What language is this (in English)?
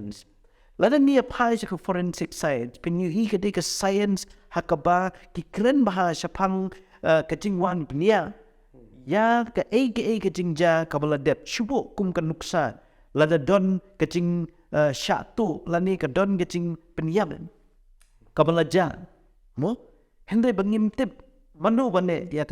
Khasi